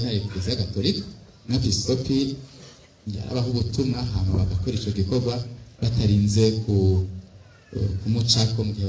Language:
Rundi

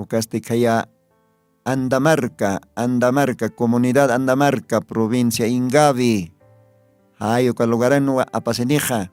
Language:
Aymara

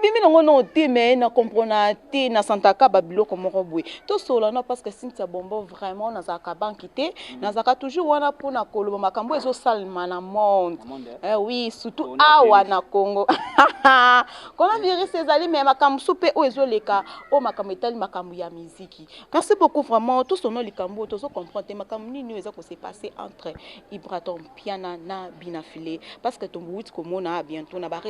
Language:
Lingala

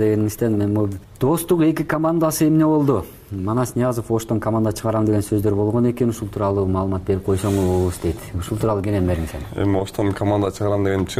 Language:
Kyrgyz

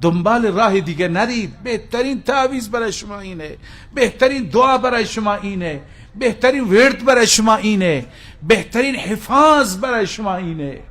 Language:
Persian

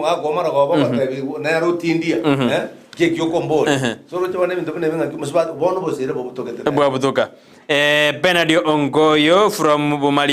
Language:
Gusii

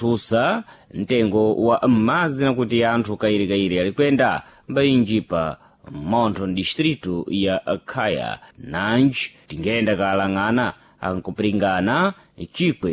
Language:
Sena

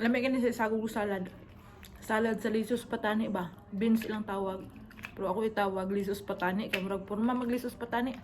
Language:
Cebuano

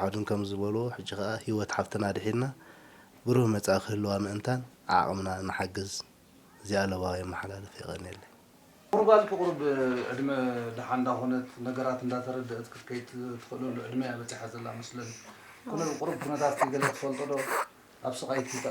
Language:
Tigrinya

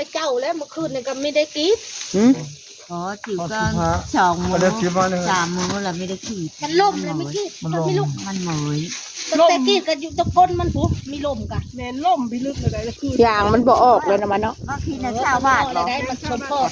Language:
Northeastern Thai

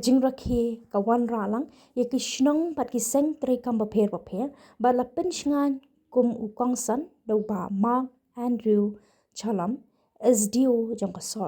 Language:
Khasi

